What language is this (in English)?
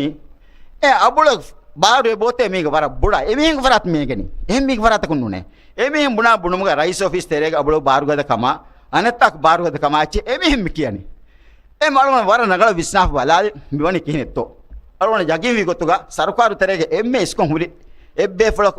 Divehi